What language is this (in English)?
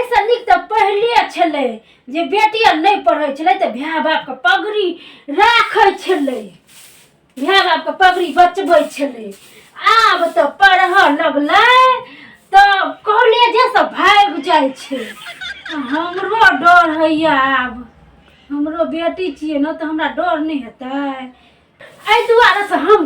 Maithili